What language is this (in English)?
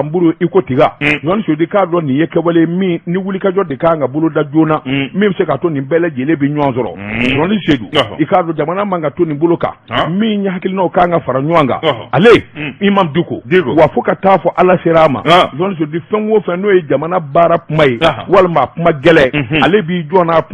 Bambara